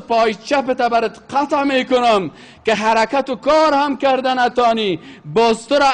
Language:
Persian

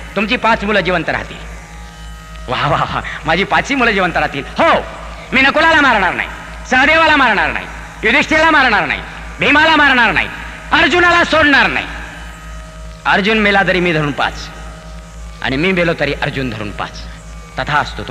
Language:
Marathi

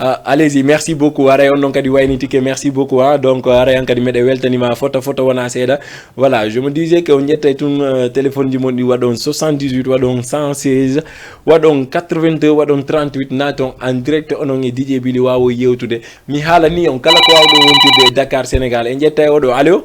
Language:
Fula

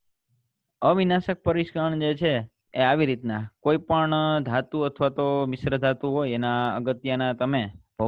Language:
Gujarati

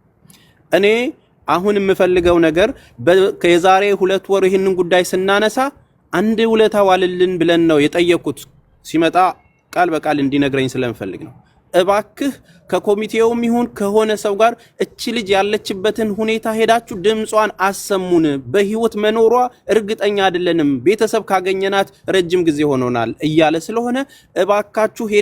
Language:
Amharic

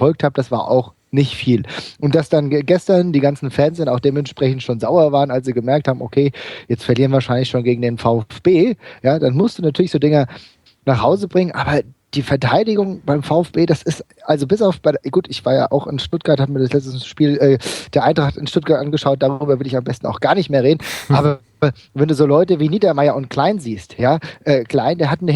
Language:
German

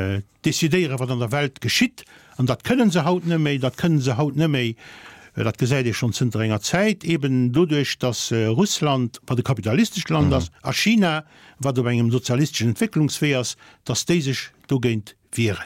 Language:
Luxembourgish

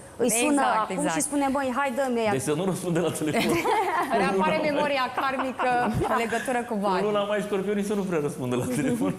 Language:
Romanian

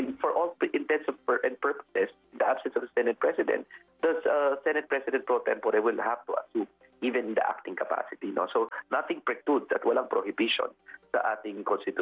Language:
Filipino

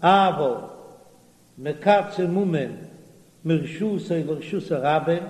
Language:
Yiddish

